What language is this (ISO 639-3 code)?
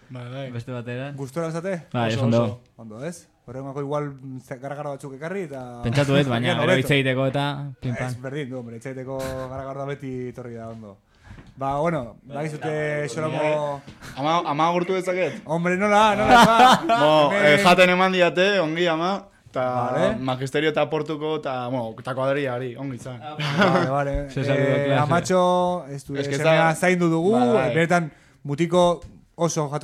eus